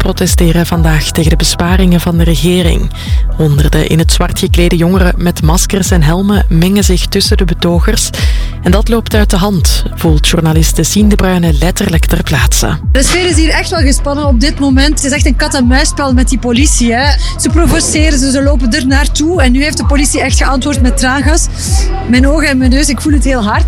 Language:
Dutch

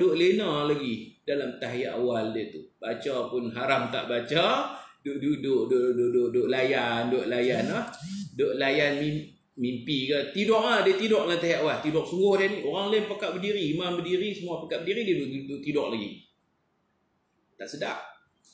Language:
Malay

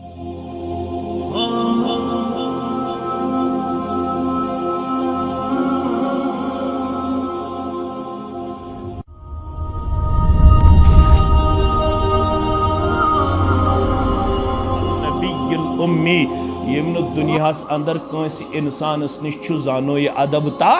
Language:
Kashmiri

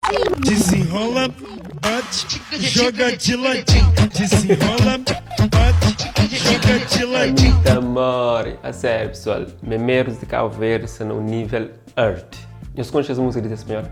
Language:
Kabuverdianu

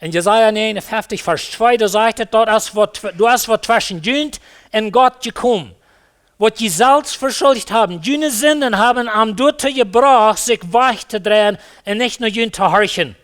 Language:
Plautdietsch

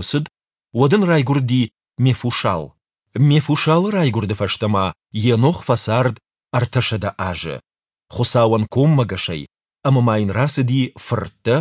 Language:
Ossetic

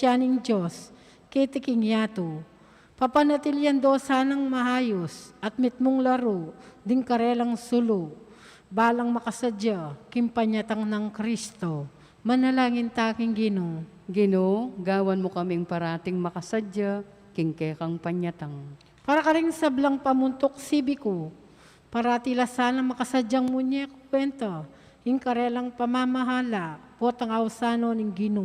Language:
Pampanga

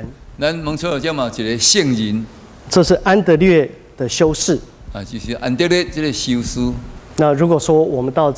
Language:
Min Nan Chinese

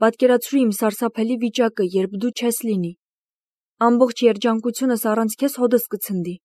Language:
Armenian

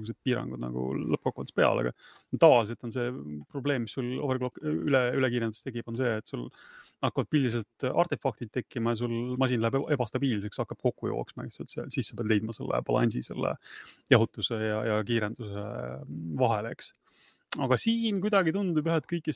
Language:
Estonian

